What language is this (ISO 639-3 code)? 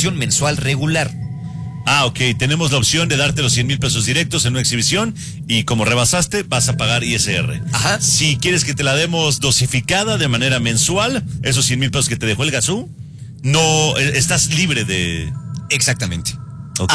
spa